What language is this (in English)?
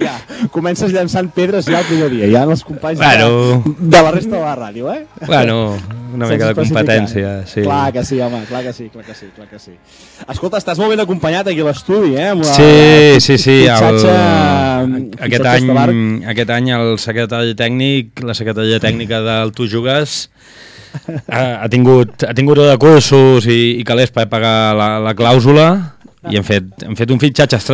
Catalan